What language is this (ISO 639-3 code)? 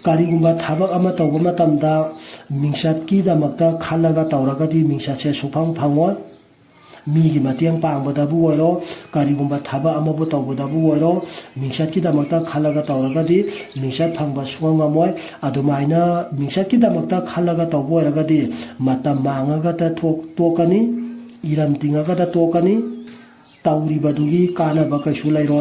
mni